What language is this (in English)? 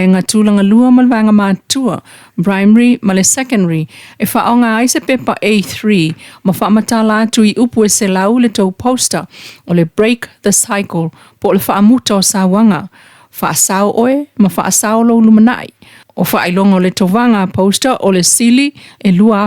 Samoan